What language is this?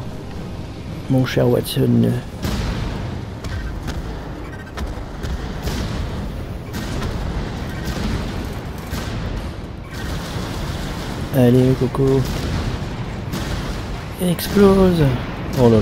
French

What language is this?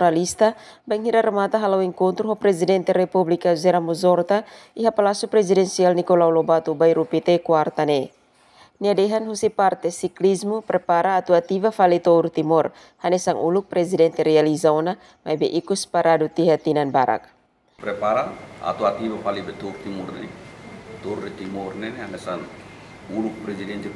Tetum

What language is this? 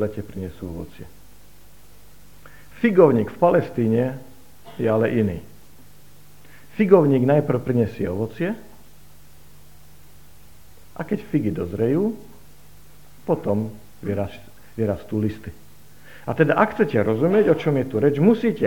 Slovak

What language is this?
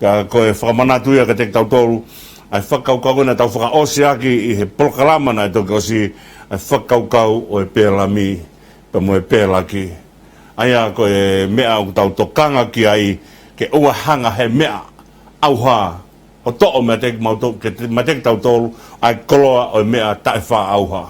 Tongan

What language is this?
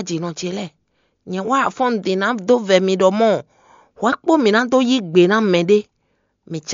Fon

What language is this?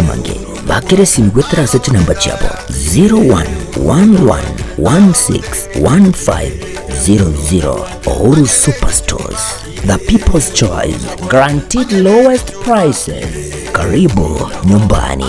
Gusii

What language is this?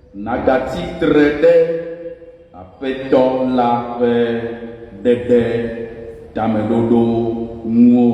Ewe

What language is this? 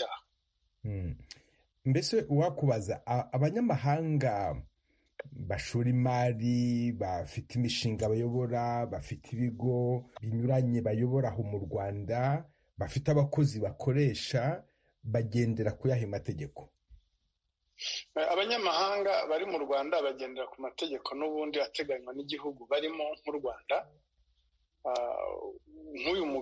Kinyarwanda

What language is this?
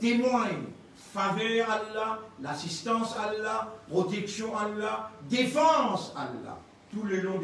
Morisyen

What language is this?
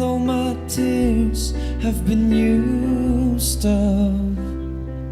Tangkhul Naga (India)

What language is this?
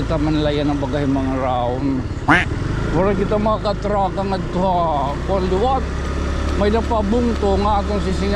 Waray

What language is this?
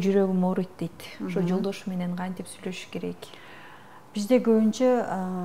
Kyrgyz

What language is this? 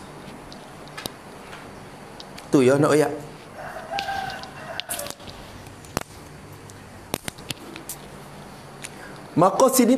Malay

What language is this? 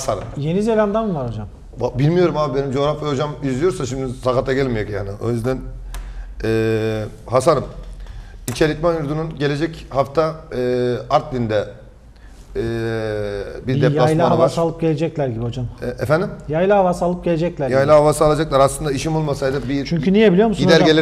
Turkish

